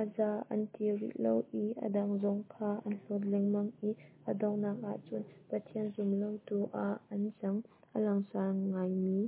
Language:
Hakha Chin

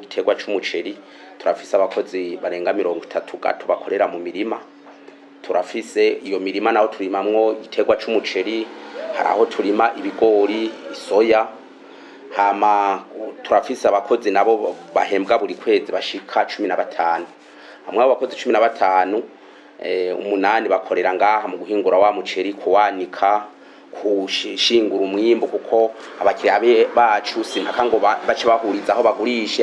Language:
Rundi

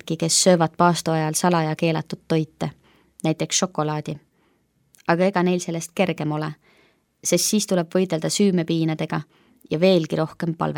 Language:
Estonian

